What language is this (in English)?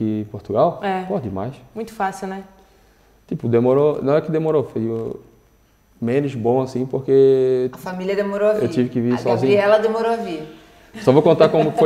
Portuguese